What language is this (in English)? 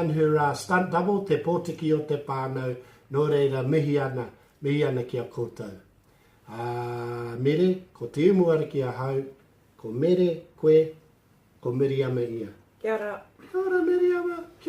Māori